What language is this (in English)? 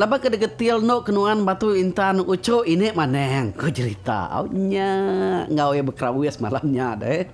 Iban